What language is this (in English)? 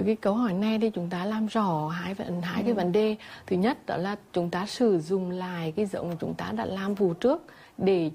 Vietnamese